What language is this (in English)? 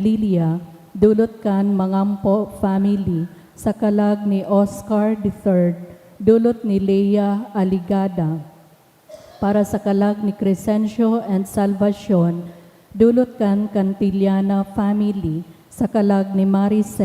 Bikol